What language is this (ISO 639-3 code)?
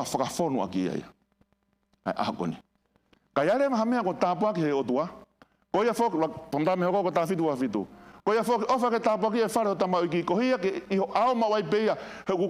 ton